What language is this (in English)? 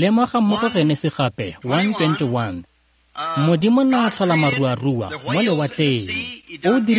Tswana